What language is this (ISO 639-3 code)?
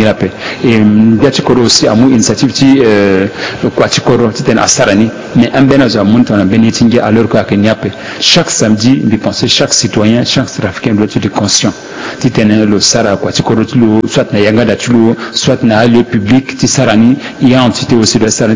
sag